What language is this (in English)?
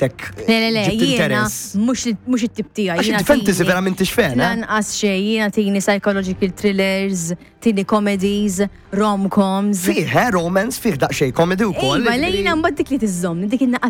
Maltese